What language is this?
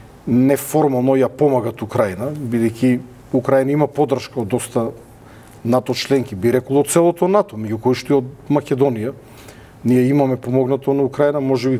Macedonian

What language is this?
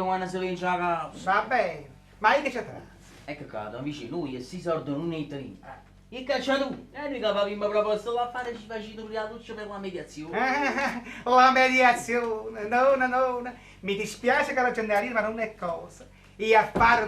Neapolitan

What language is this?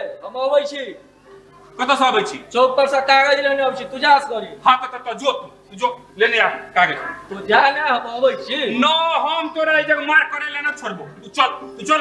Maithili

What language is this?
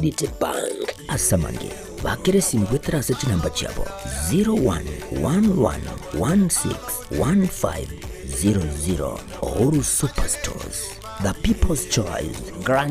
Gusii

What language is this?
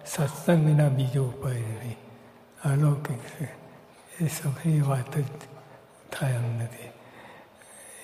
Gujarati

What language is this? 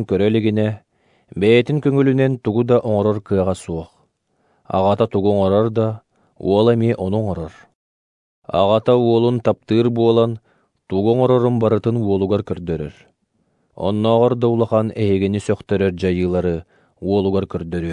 Yakut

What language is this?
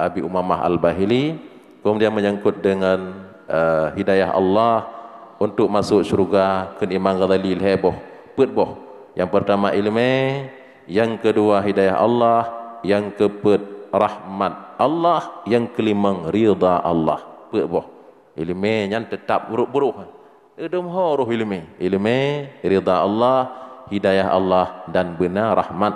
Achinese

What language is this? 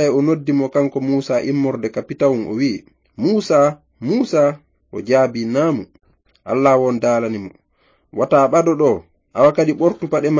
Fula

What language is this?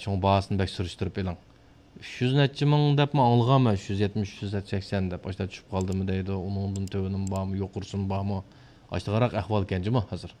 Uyghur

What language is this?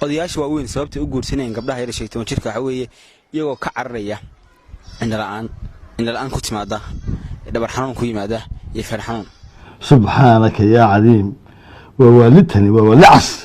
Somali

